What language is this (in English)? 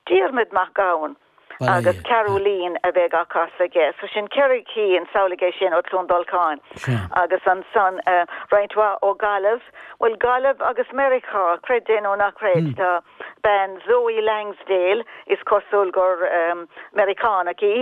Irish